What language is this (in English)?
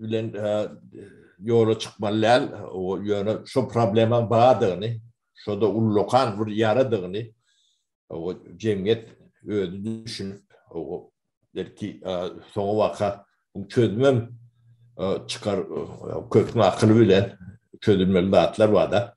Turkmen